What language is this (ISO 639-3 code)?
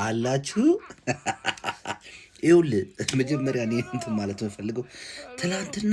amh